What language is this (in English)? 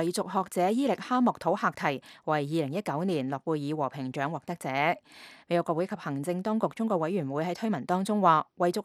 Cantonese